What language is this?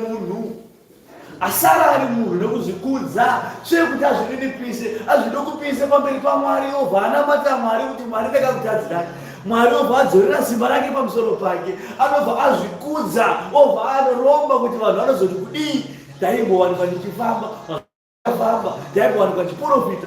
Shona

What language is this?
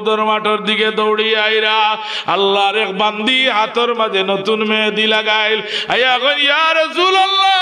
Sylheti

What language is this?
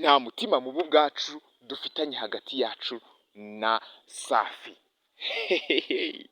Kinyarwanda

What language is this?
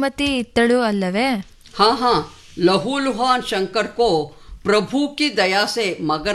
Kannada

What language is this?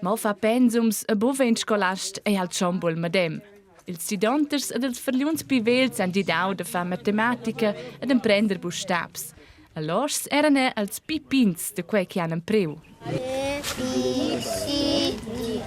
Romansh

